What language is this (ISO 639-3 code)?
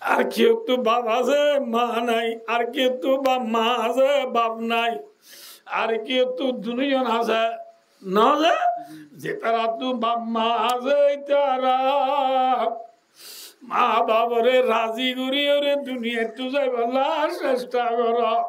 rhg